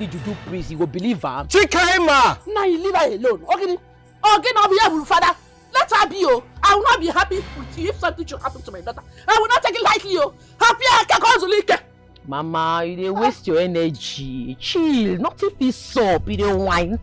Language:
Nigerian Pidgin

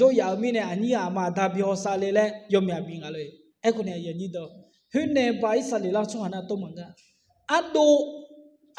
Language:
Akha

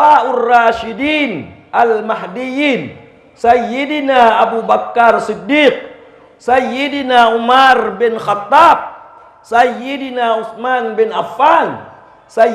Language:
Achinese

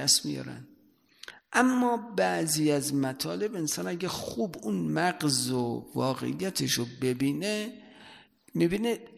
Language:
Persian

